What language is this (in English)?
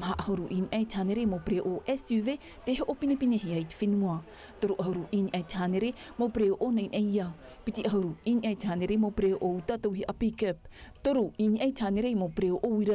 Tahitian